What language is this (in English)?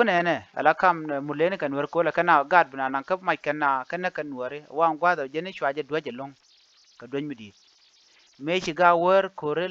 Nuer